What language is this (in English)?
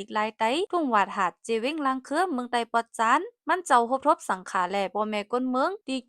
Shan